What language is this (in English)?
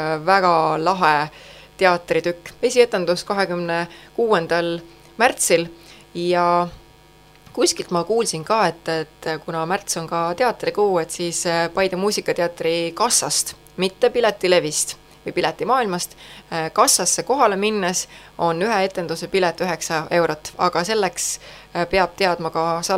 Estonian